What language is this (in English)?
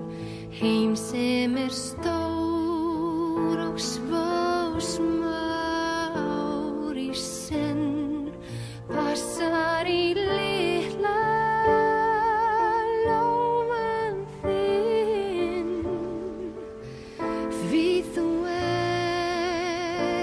Icelandic